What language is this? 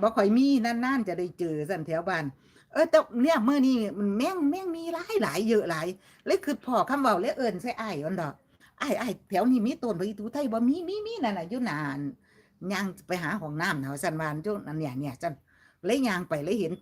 Northeastern Thai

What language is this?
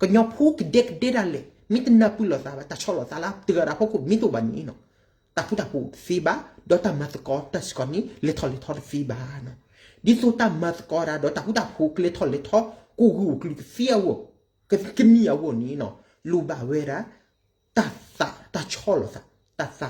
S'gaw Karen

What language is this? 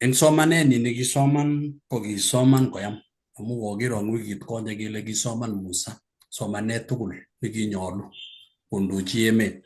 Kalenjin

